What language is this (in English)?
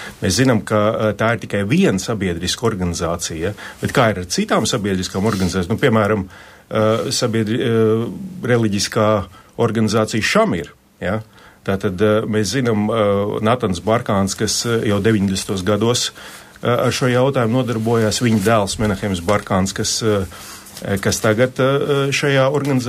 Latvian